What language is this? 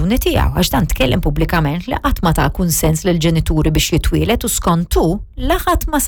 Maltese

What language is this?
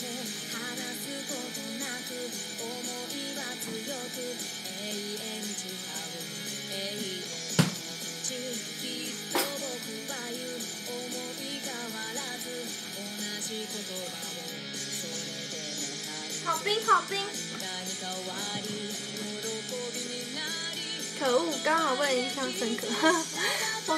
Chinese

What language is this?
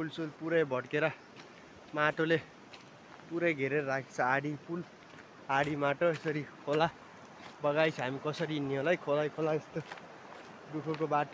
Nepali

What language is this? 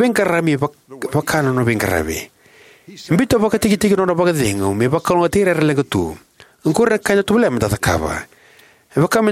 Fijian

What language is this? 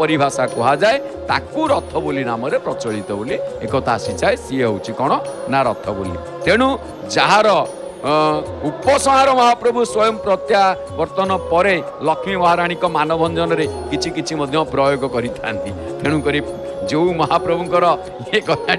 Odia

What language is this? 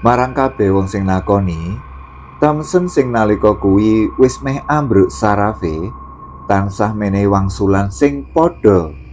Javanese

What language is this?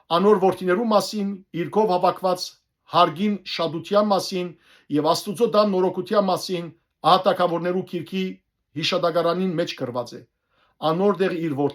Western Armenian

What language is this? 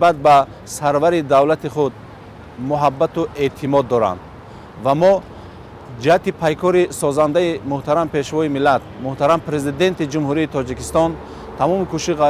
Tajik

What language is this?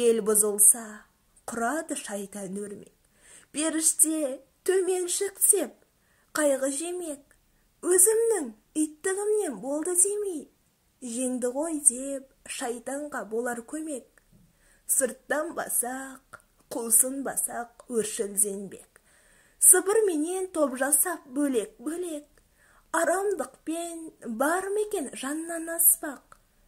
Kazakh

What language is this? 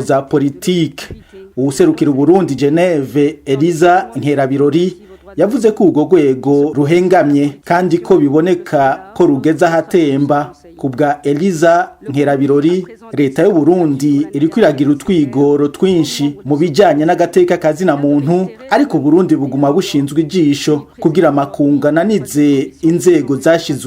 Rundi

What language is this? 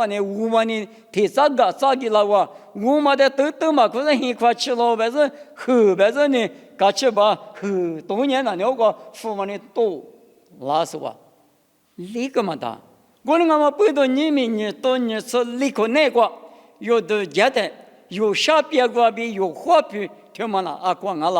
Lisu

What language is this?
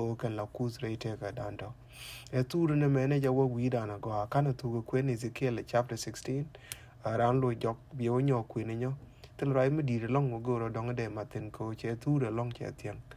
Nuer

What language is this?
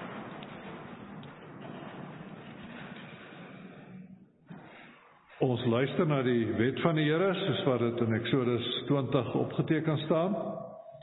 Afrikaans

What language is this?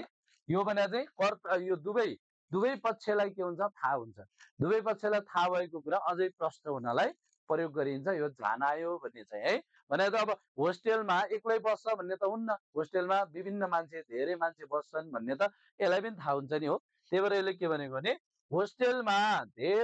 Nepali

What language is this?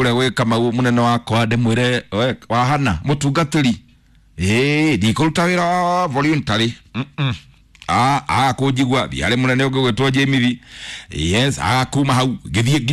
Kikuyu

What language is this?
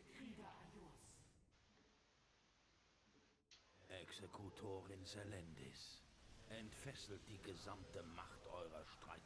German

